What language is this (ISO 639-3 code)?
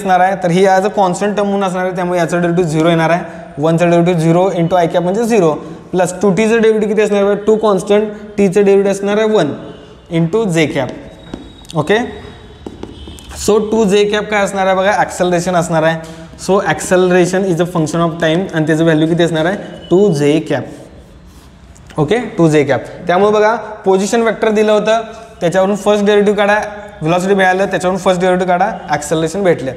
mar